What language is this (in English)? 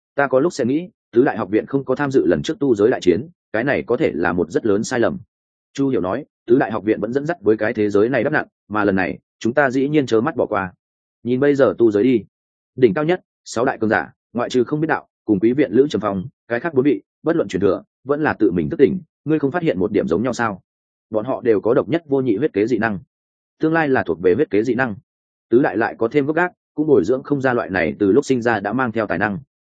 Vietnamese